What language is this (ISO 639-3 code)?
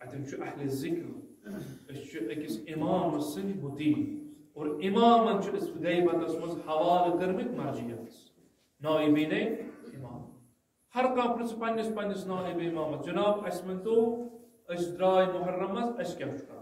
kas